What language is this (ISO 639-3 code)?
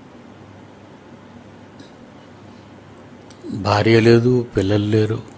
tel